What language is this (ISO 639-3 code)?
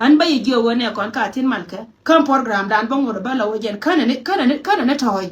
nus